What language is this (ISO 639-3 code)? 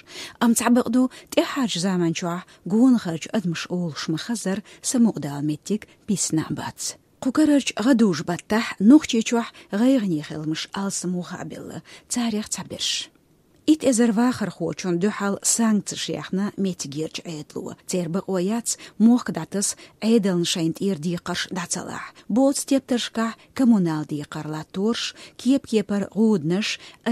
che